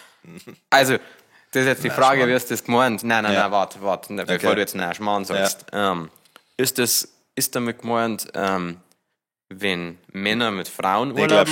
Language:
Bavarian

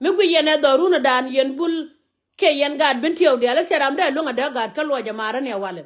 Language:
Nuer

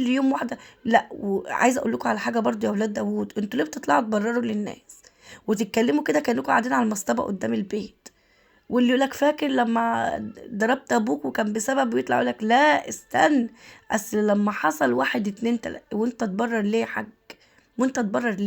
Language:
Egyptian Arabic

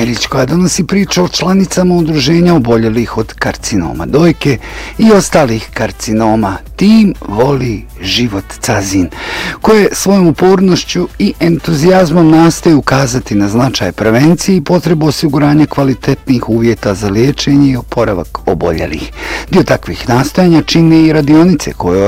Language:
Bosnian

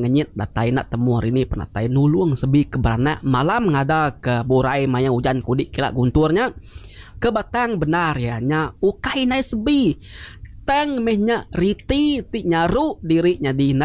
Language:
Iban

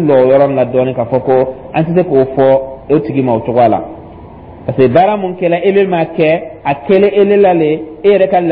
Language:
Dyula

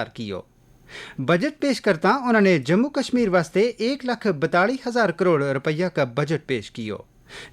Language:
Gujari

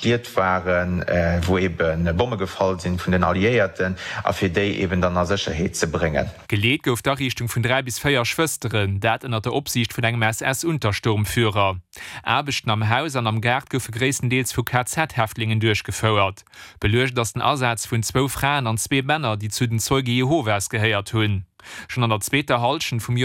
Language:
Luxembourgish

